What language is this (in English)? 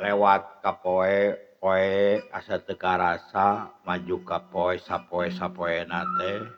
Sundanese